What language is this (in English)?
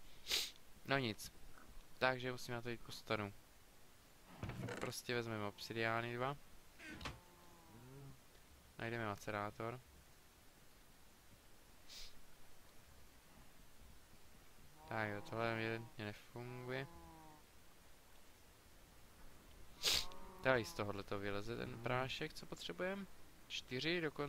Czech